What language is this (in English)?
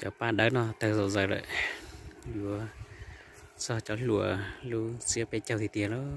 Hmong